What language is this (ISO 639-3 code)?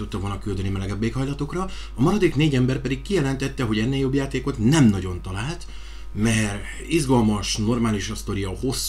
hun